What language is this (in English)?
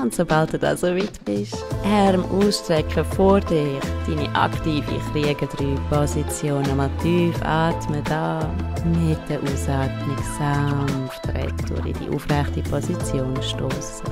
Swiss German